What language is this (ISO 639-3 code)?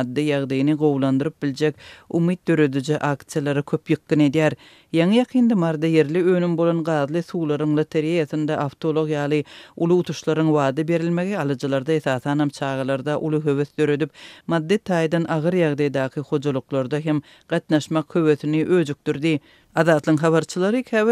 tuk